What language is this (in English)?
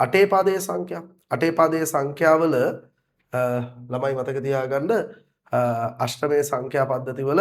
Sinhala